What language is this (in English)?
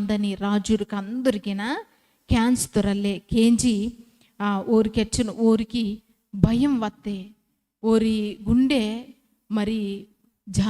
Koya